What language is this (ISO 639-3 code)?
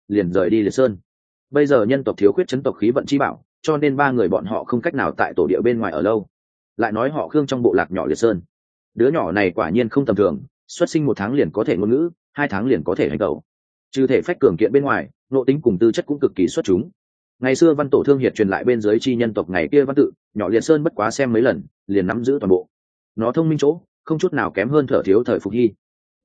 vie